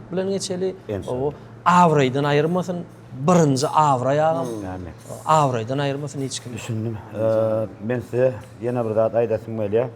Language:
Turkmen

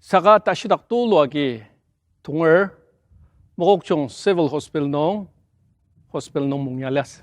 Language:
Ao Naga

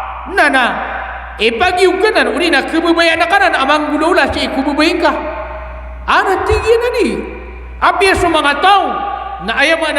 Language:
Maranao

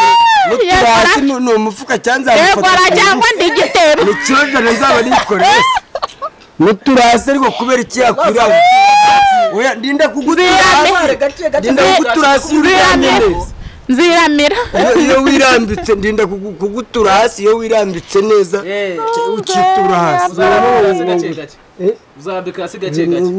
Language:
Kinyarwanda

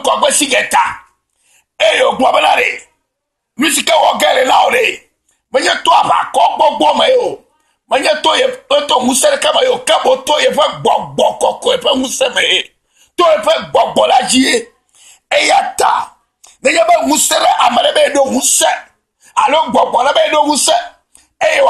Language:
Ewe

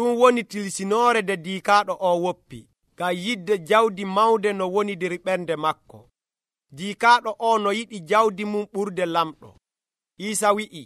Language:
Nigerian Fulfulde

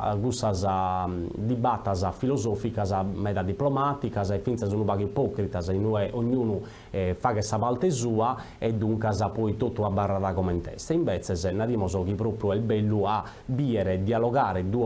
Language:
Sardinian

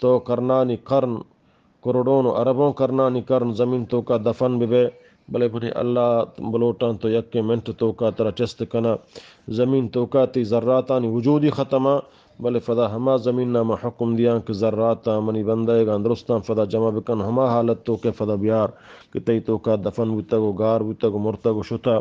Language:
Eastern Balochi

